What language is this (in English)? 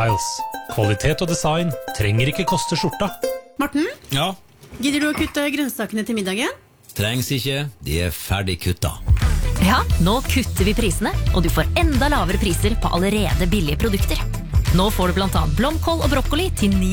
Norwegian